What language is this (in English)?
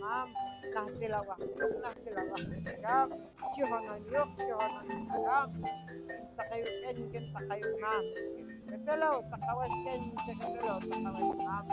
Poqomchi'